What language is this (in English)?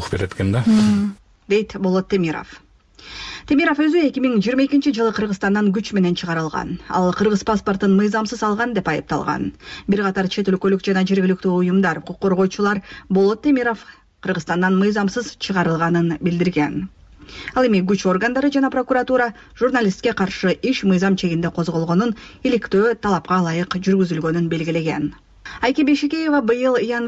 Kyrgyz